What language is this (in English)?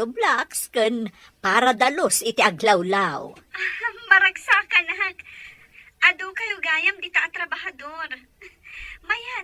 Iloko